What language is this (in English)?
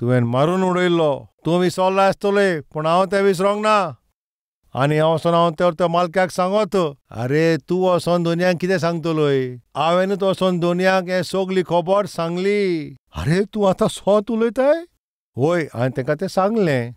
Konkani